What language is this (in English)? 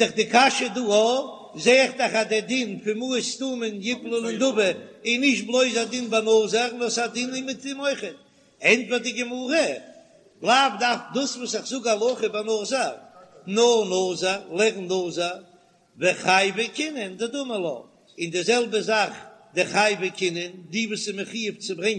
Yiddish